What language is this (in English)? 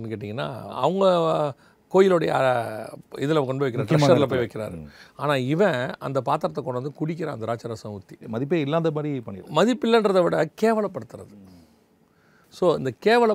Tamil